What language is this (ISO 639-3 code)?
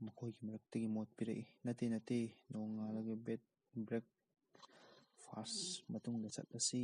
mni